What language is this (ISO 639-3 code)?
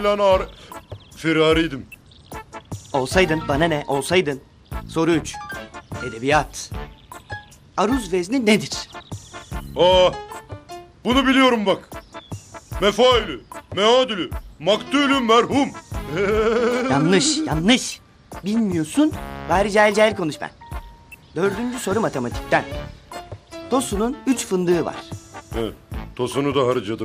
tur